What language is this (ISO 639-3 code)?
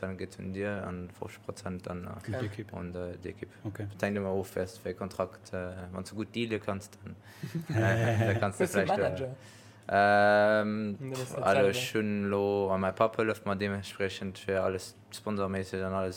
ltz